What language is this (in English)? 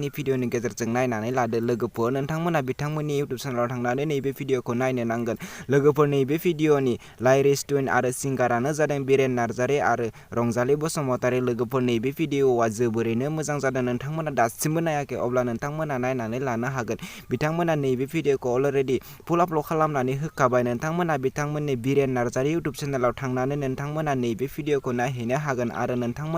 Bodo